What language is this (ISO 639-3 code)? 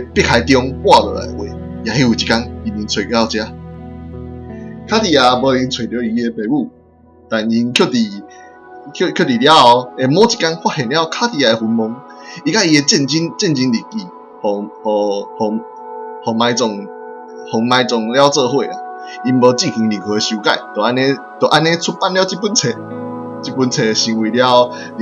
nan